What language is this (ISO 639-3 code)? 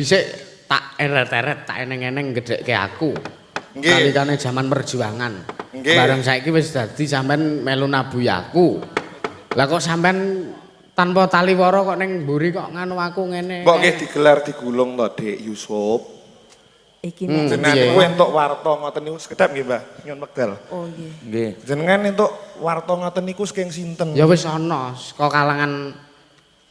jav